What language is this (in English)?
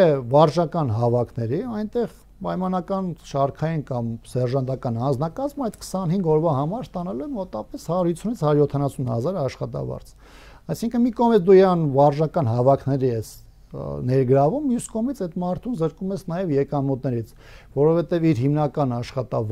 Armenian